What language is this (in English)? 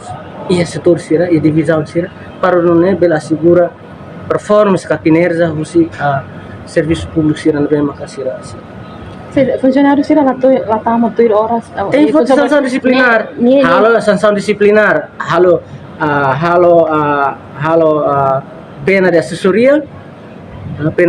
Tetum